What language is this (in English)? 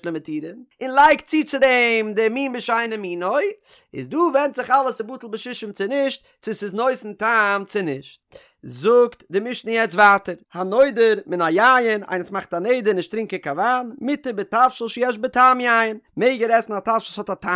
Yiddish